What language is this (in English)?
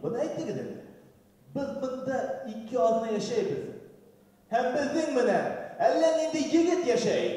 Bashkir